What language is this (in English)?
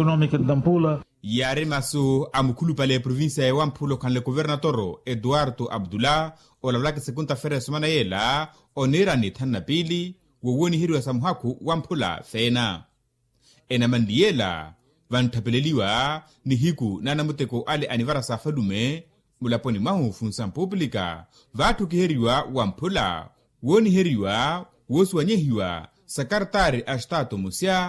Makhuwa